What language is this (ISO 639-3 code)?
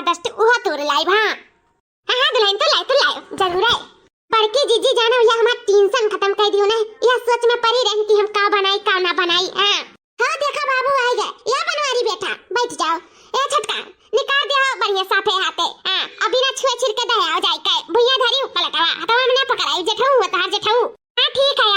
awa